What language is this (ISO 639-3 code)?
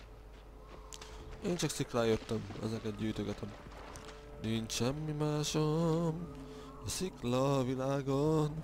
hun